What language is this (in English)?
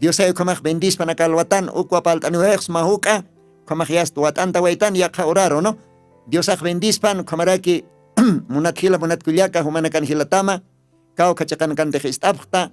Aymara